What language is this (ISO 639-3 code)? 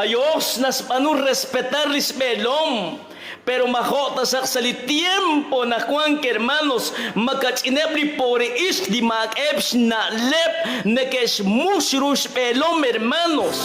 kek